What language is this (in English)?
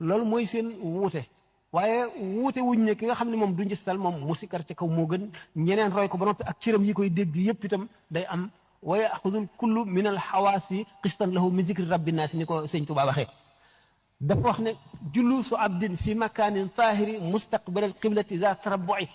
Wolof